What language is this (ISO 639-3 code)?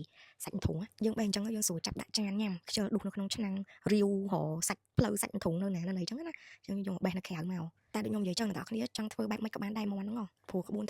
khm